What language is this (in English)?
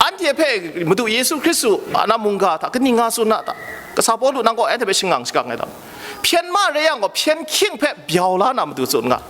Kachin